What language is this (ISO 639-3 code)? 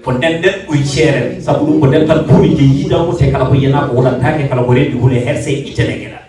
ful